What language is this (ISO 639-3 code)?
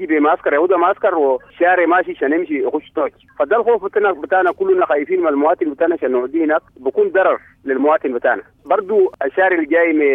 apd